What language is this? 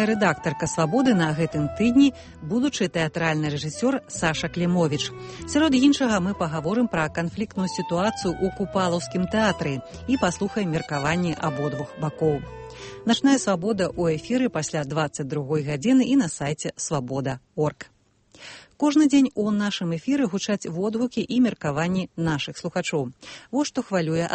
Belarusian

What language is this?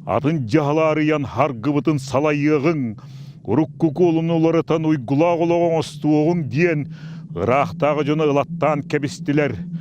Yakut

